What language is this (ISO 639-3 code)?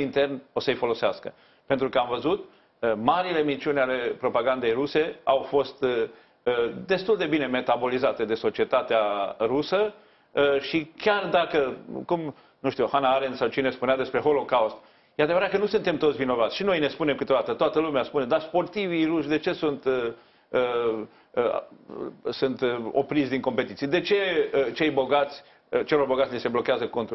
ron